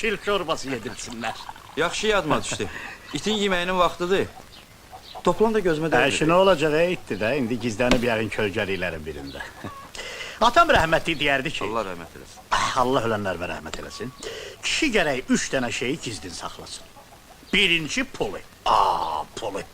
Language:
Azerbaijani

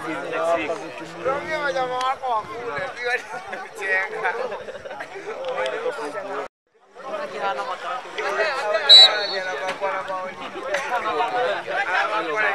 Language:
Swahili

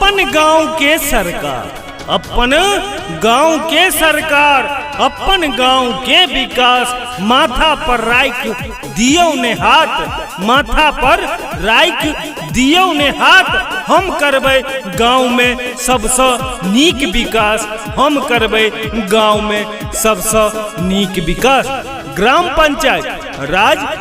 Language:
Maithili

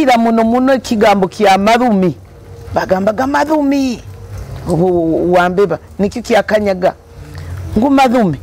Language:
Nyoro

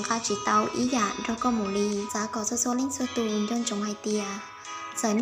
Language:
Hmong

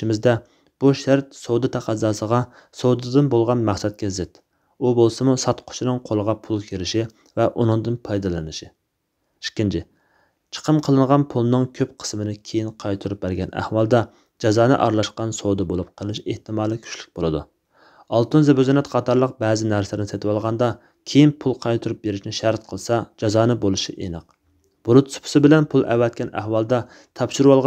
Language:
Uyghur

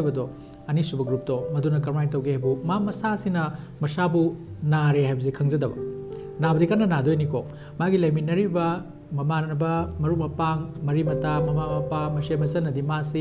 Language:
Manipuri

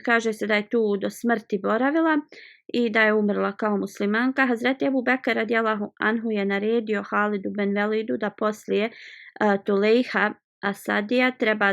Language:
Bosnian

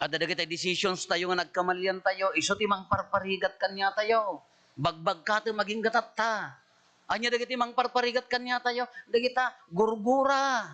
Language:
Iloko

